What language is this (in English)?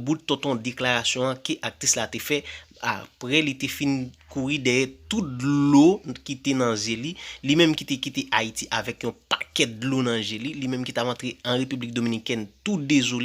Haitian Creole